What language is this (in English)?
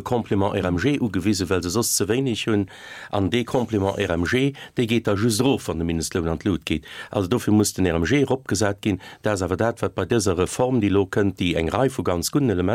Luxembourgish